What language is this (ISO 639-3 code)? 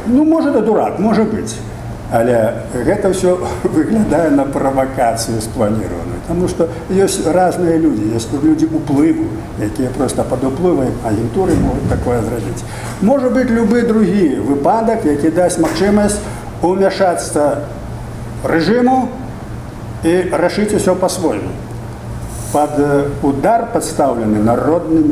bel